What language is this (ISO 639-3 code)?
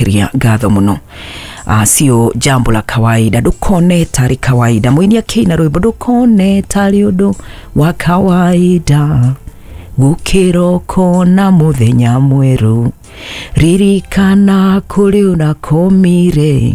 kik